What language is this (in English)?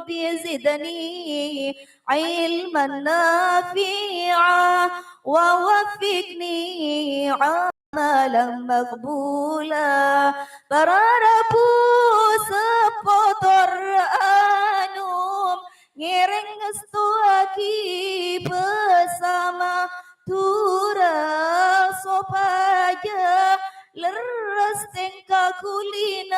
Madurese